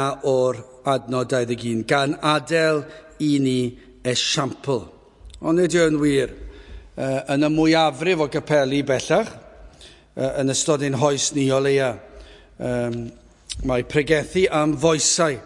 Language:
Welsh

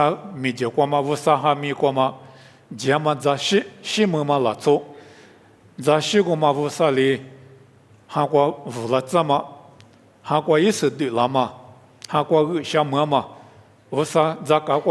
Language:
Lisu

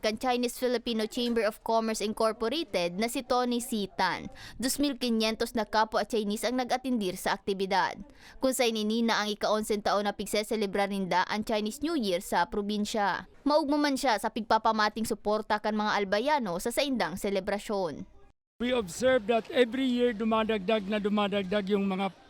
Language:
Bikol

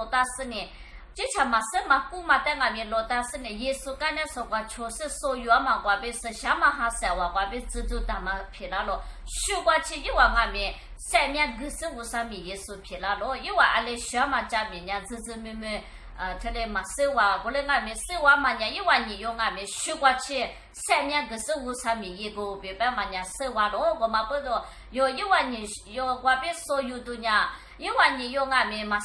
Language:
Lisu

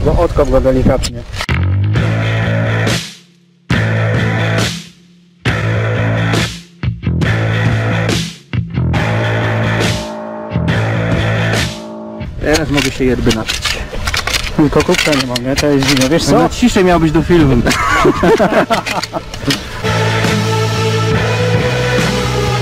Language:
Polish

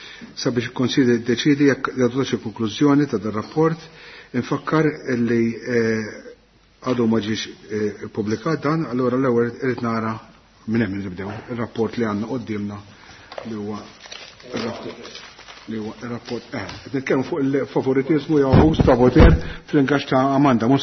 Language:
Maltese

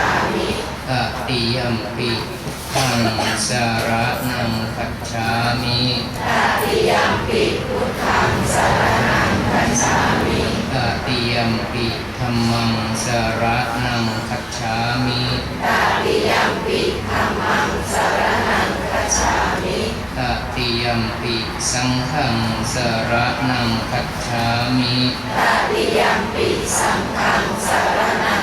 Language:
Pali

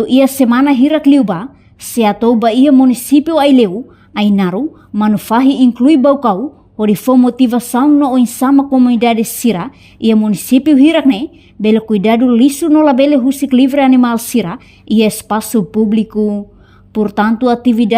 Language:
Tetum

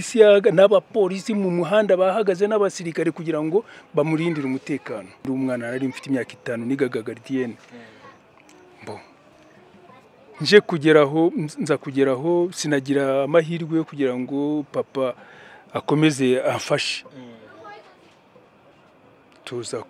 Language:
Kinyarwanda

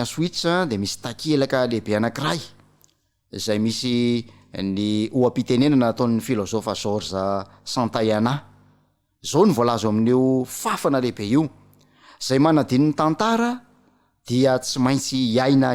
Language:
Malagasy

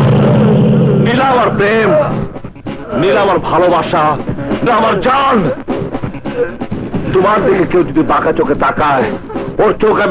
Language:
Bangla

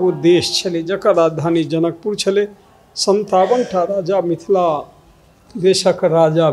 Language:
Maithili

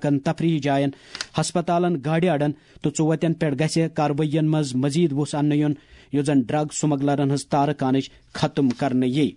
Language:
Kashmiri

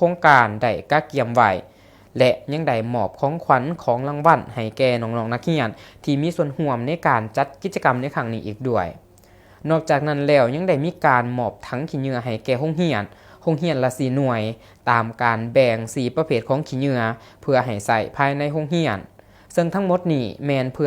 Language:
Lao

